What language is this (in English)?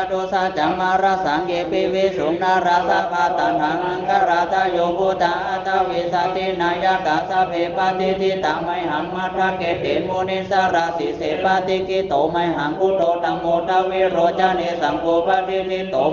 Pali